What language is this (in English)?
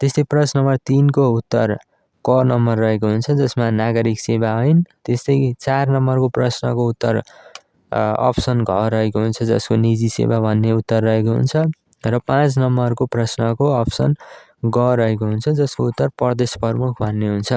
Nepali